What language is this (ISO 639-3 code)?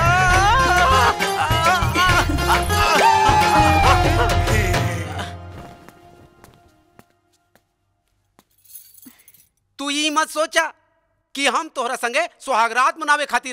bho